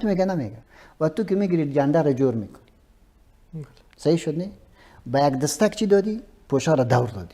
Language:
Persian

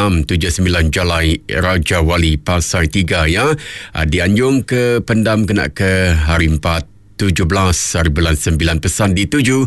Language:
Iban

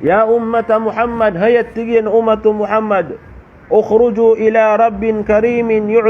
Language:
Maranao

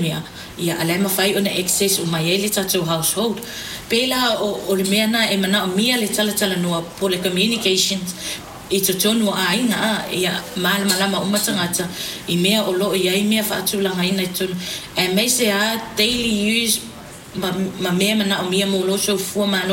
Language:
Samoan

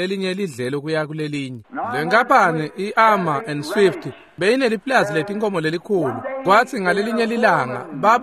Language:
Swati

